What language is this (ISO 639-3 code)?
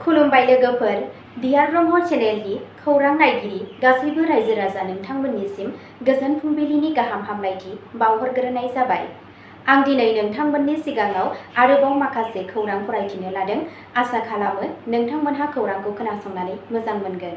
brx